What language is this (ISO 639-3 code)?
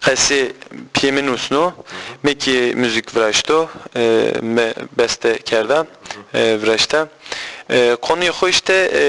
zza